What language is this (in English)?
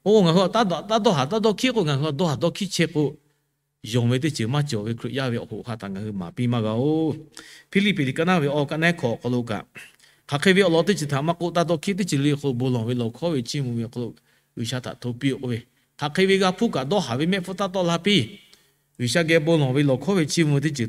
Lahu